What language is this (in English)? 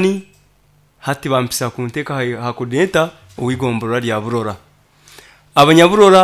Nyankole